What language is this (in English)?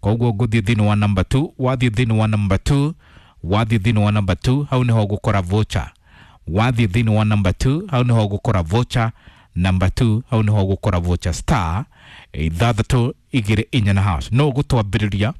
Kikuyu